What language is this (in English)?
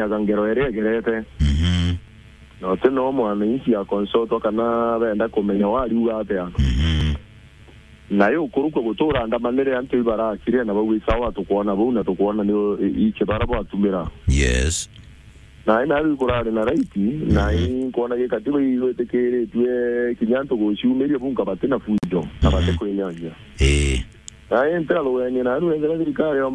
Meru